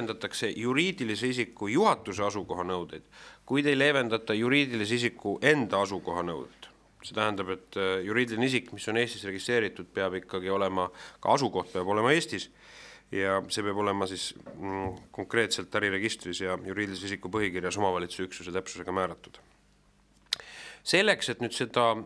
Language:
Estonian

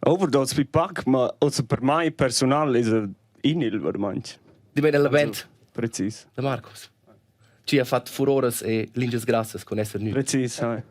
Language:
Romansh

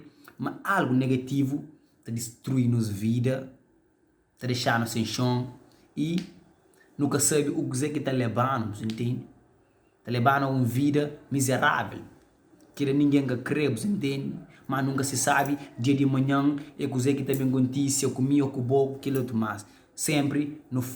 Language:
Kabuverdianu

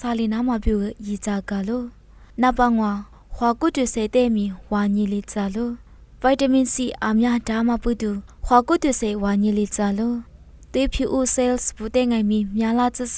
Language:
Lisu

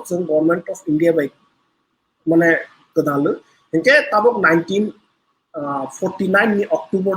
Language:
Kok Borok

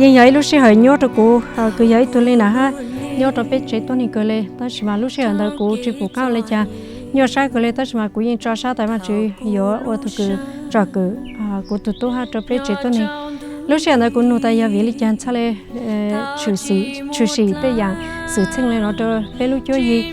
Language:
Hmong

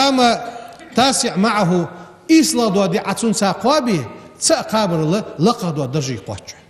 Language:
Ingush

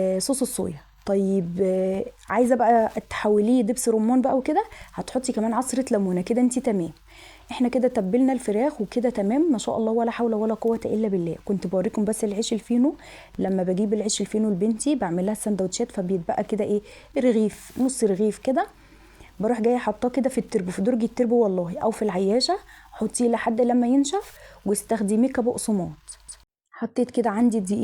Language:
Egyptian Arabic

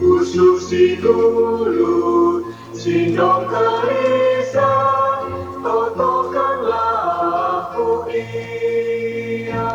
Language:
Batak Karo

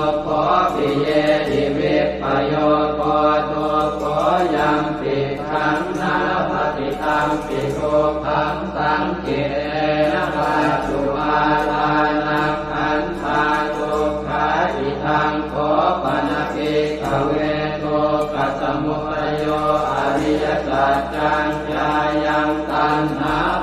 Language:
Pali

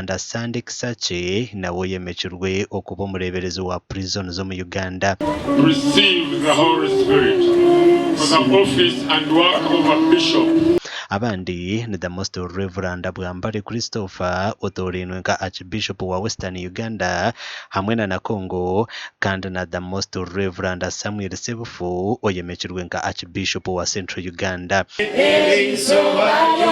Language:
Nyankole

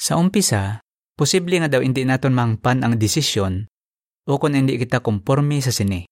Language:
Hiligaynon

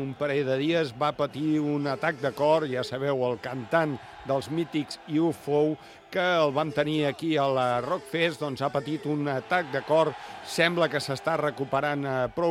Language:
Catalan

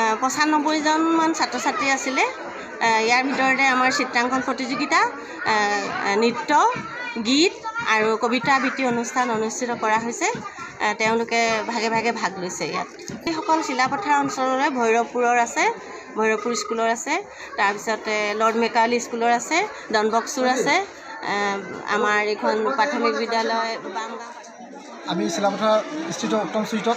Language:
Assamese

